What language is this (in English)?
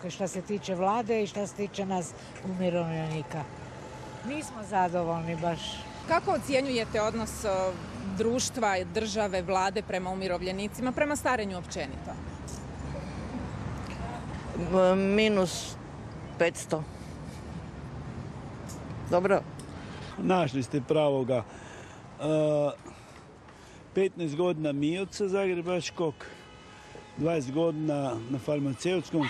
Croatian